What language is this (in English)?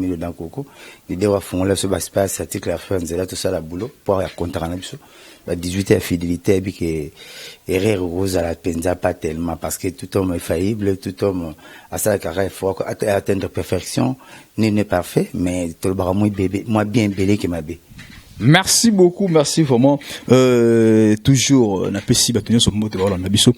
Lingala